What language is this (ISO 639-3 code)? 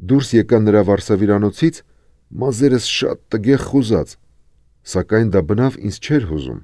hye